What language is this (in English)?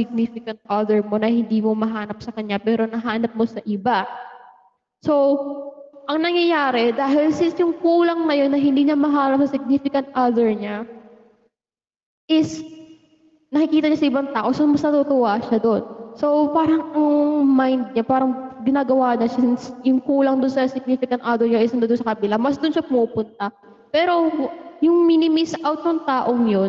Filipino